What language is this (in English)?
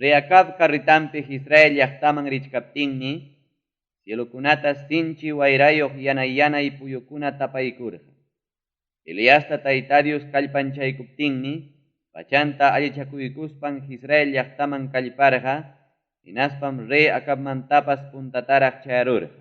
Ayacucho Quechua